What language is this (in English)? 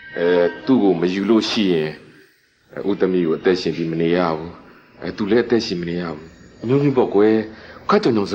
Burmese